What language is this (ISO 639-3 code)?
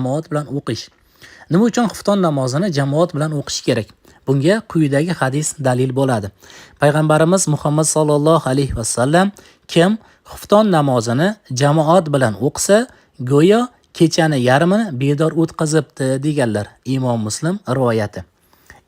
uzb